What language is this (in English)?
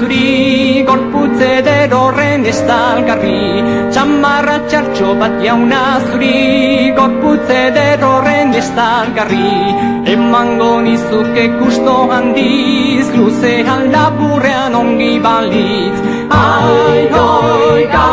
Basque